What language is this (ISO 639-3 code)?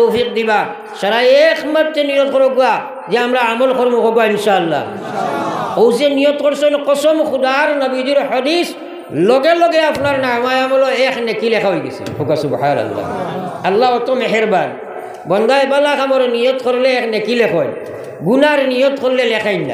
syl